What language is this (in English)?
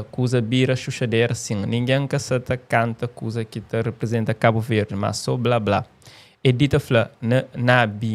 Kabuverdianu